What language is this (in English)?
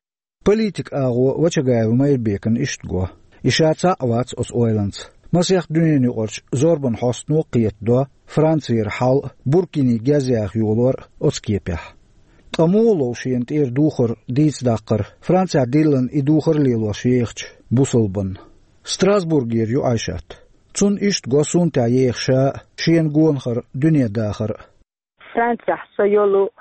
Chechen